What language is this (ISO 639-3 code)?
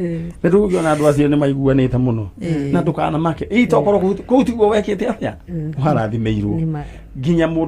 kik